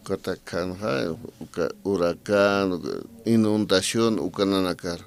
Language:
Aymara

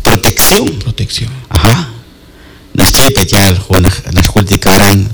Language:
Kekchí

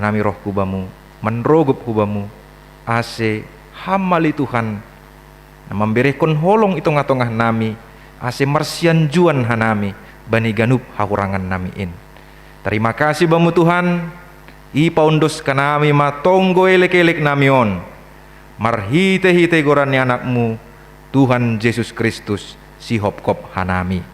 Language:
Batak Simalungun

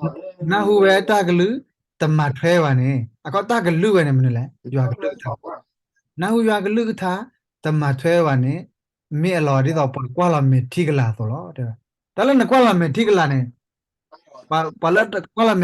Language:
S'gaw Karen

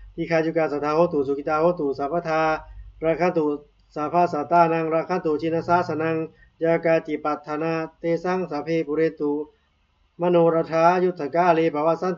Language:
Pali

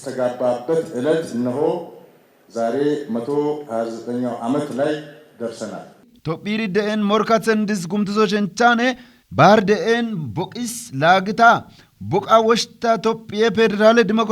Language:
Kafa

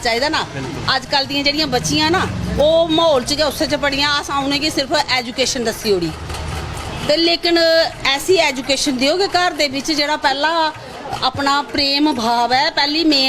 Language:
Dogri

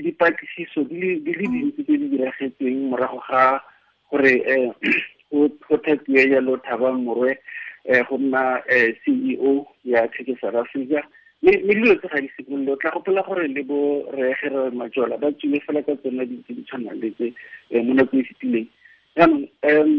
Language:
Tswana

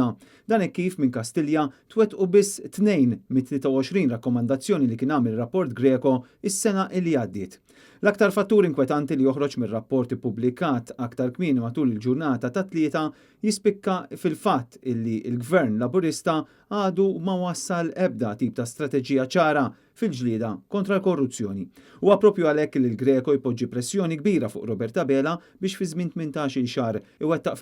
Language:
Maltese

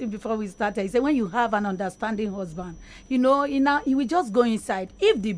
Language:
Nigerian Pidgin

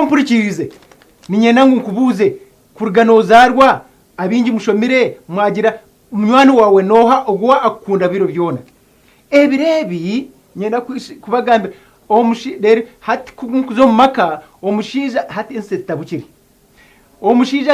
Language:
Nyankole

